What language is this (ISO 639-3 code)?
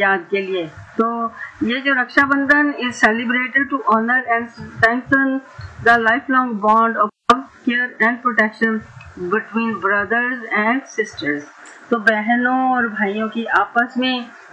hin